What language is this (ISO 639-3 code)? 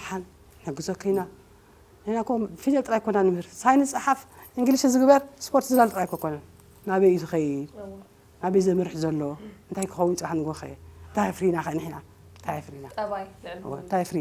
tir